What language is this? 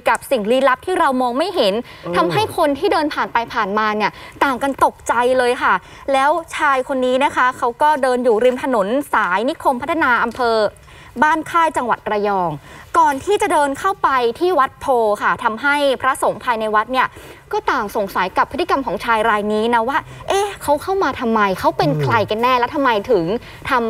Thai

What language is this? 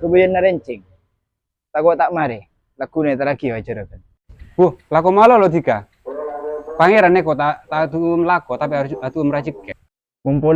Madurese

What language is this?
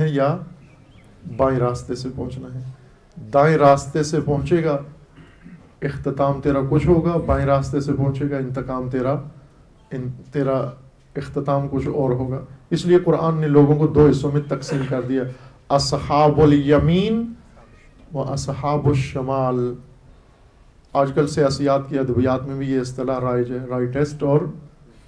Urdu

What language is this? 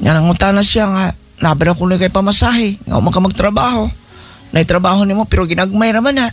Cebuano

